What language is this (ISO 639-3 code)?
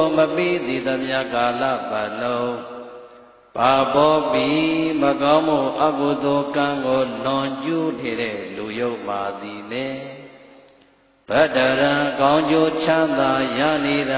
mya